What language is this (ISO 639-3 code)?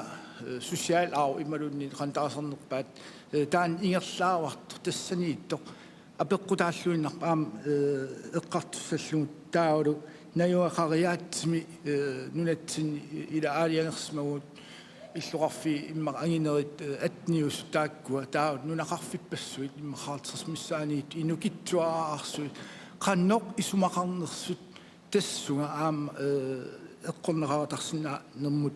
kal